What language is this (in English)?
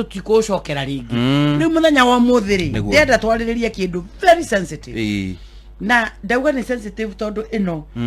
Kikuyu